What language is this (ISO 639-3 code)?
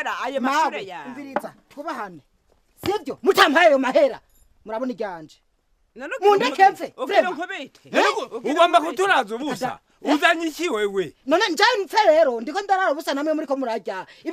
run